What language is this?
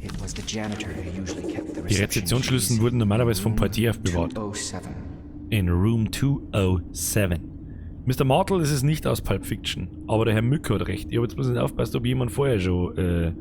Bavarian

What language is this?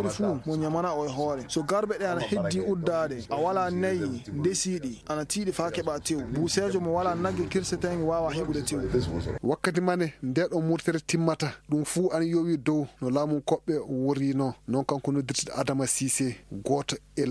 Maasina Fulfulde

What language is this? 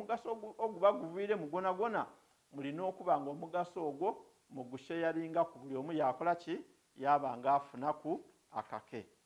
Ganda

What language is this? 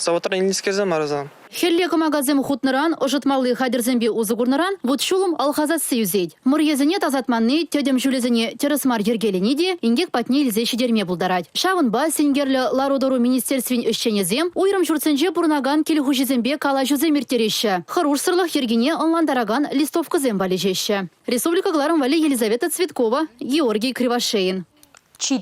Chuvash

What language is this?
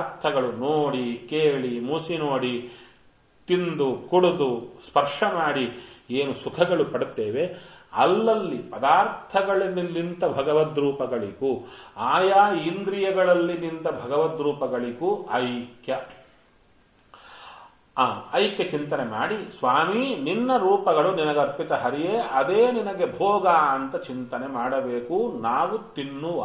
Kannada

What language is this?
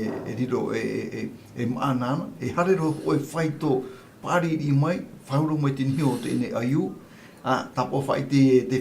Tahitian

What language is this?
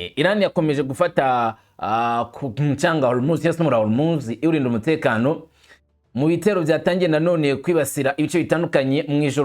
Kinyarwanda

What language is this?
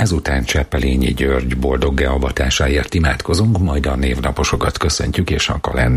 Hungarian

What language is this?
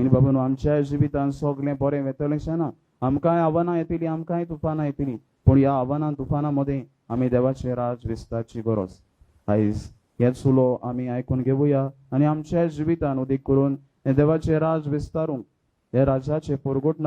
Konkani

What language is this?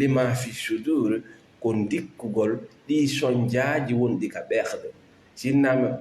Fula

